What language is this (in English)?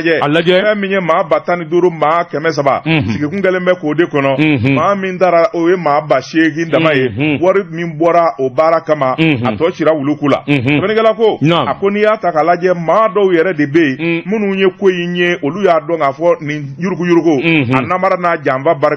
Bambara